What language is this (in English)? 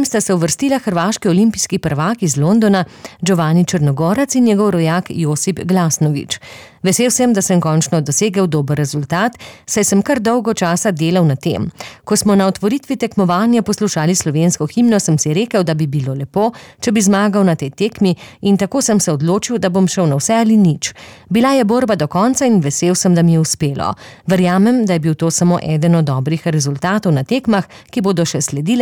Slovenian